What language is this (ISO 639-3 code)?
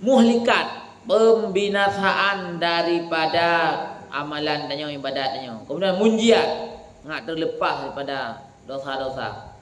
ace